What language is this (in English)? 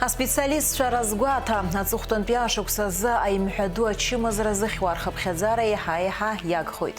Abkhazian